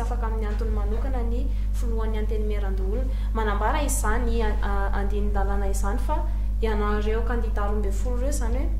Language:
Malagasy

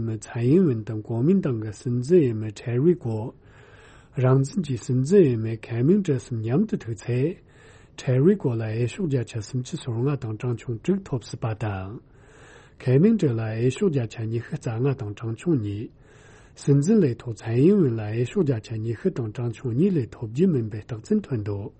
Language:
Tibetan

